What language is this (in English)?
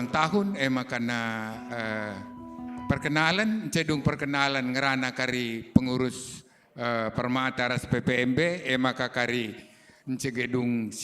Batak Karo